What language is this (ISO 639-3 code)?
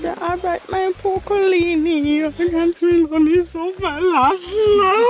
jam